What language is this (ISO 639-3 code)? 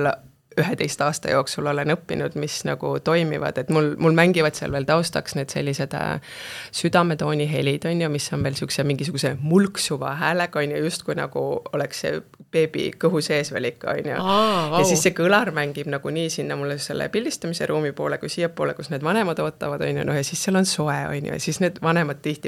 est